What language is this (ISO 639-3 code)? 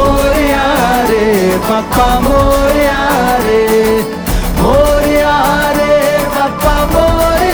mar